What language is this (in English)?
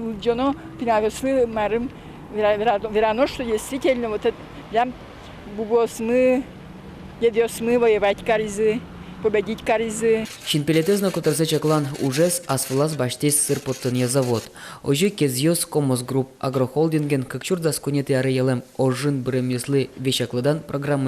Udmurt